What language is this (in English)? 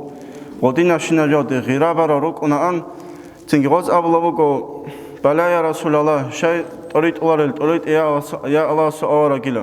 Avaric